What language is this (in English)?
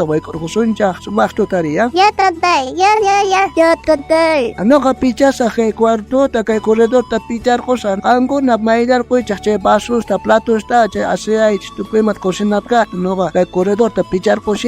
South Bolivian Quechua